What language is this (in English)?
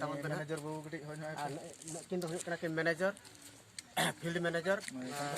Santali